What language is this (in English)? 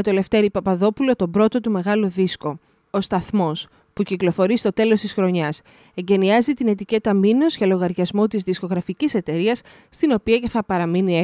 Greek